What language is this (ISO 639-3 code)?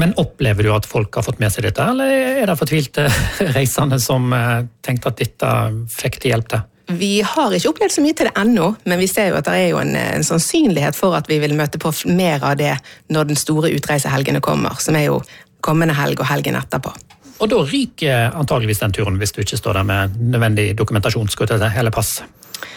nor